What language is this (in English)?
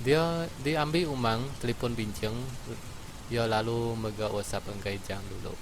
Iban